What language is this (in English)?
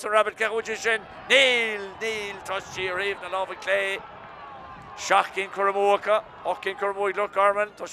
Irish